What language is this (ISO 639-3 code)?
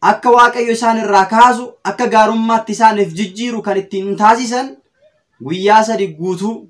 orm